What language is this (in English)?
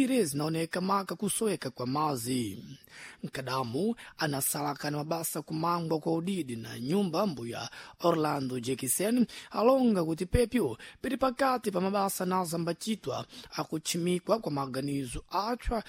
Sena